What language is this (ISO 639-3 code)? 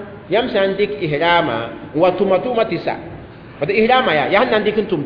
mos